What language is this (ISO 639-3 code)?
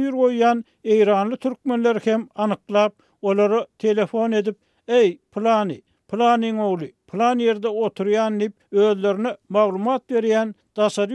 tuk